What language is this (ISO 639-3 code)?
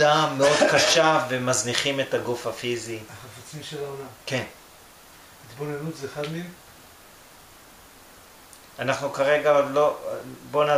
heb